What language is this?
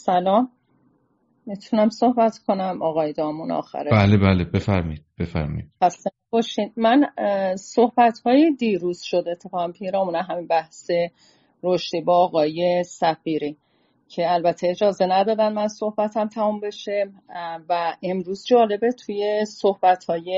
Persian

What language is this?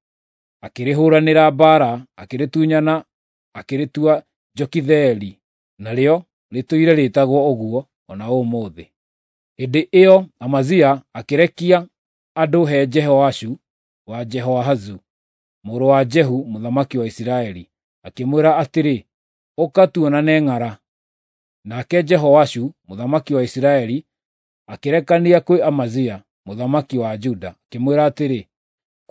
Kikuyu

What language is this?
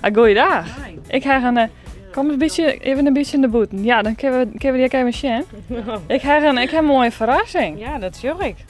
Western Frisian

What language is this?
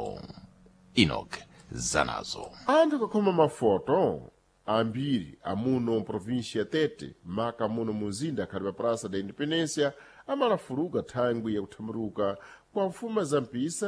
Sena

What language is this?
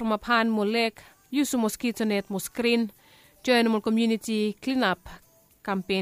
Bislama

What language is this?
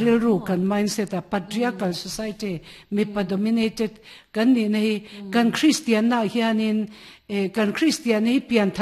Mizo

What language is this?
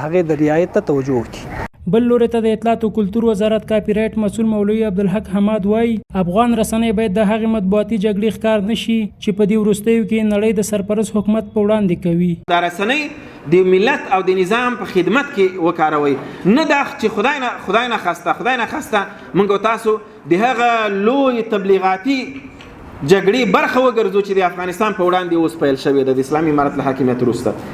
Pashto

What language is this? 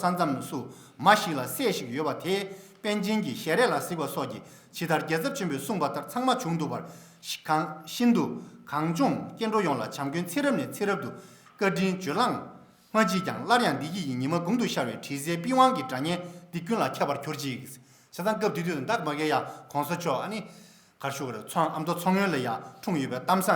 Tibetan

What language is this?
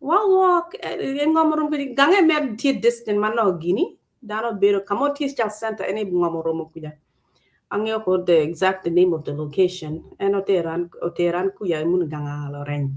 Acoli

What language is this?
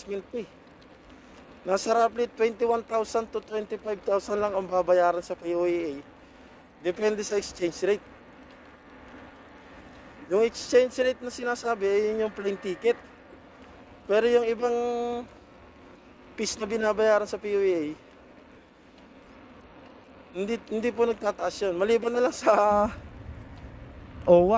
Filipino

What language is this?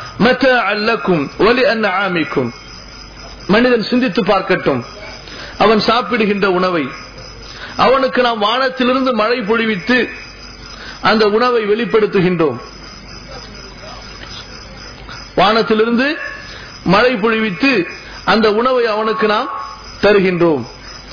Tamil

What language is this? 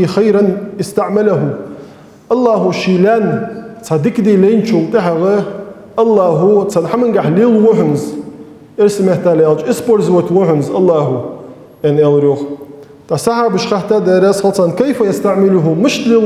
Ingush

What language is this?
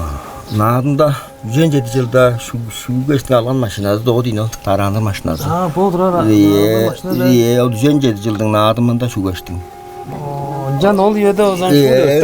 Tuvinian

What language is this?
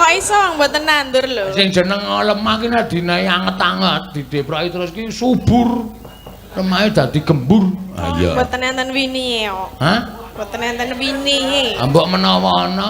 Javanese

